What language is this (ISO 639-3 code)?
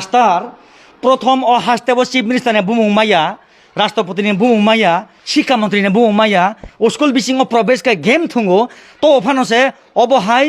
trp